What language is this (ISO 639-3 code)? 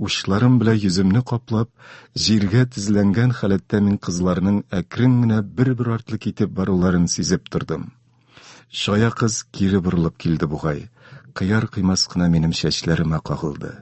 tat